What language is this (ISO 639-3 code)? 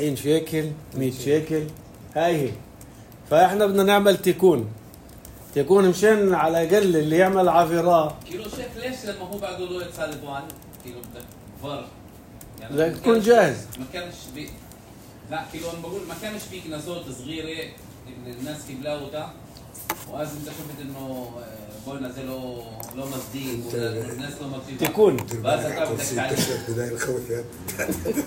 apc